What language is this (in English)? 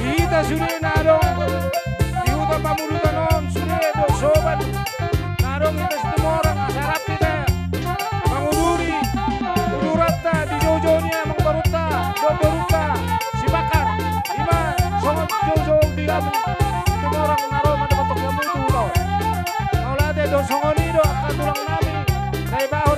Batak Toba